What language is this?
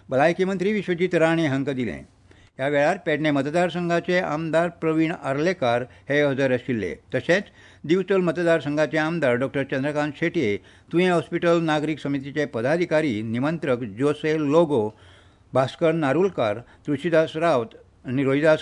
Konkani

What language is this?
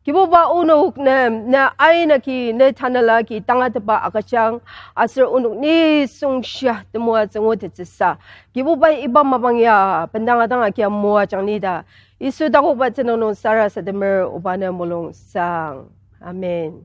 Ao Naga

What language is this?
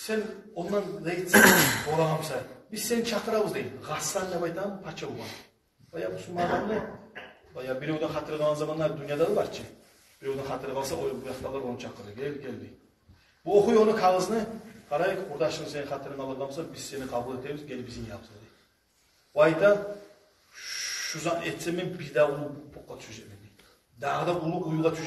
Kumyk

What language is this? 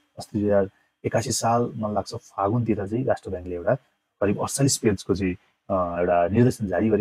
Nepali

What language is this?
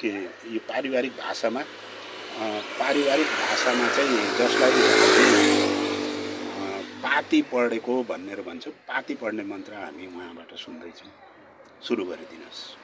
Nepali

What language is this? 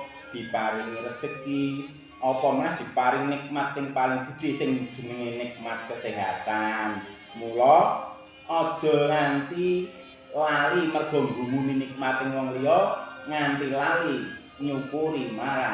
Javanese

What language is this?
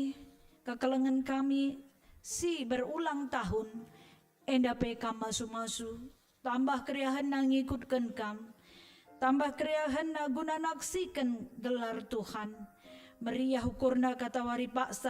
Batak Karo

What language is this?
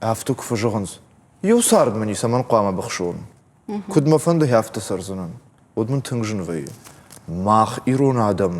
Ossetic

